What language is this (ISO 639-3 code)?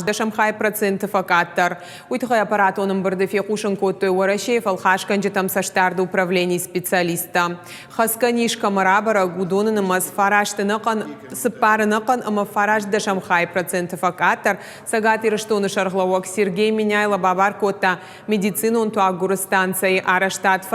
oss